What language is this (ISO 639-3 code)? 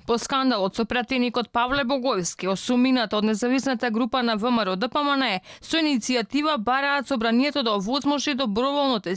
mkd